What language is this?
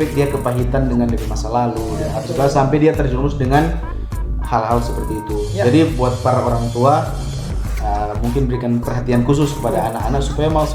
Manado Malay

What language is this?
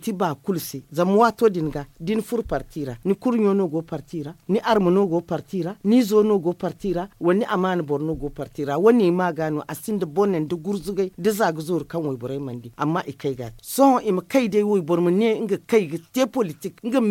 Zarma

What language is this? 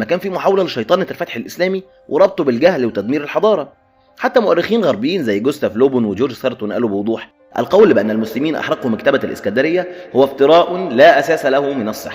Egyptian Arabic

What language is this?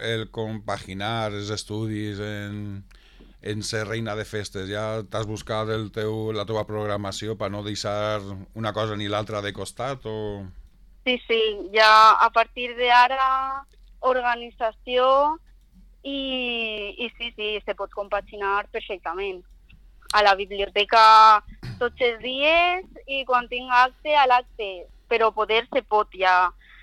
Catalan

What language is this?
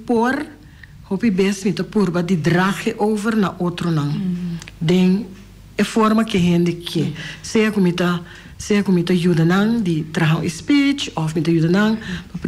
Papiamento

